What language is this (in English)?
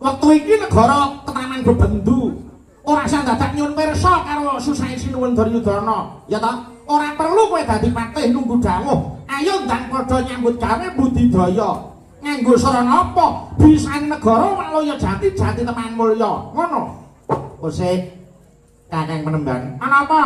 Javanese